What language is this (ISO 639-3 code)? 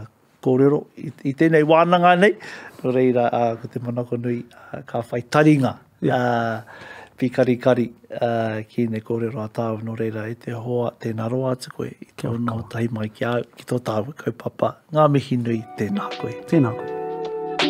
mri